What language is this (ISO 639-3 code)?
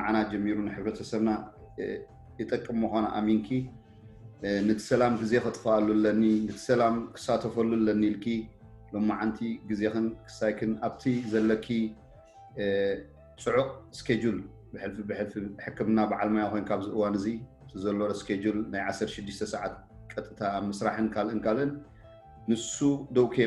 tir